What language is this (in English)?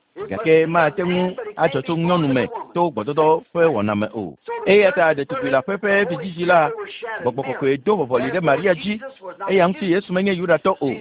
Ewe